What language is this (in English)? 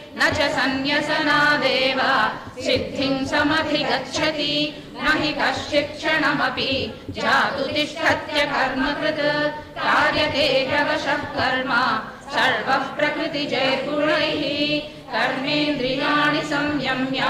Sanskrit